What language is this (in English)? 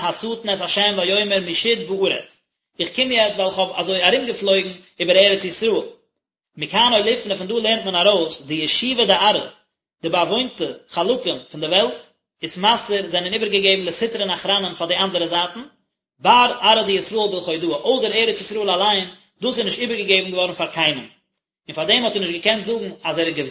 Yiddish